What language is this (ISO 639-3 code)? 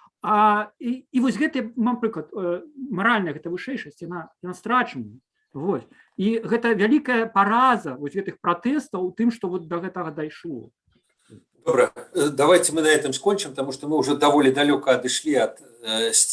bel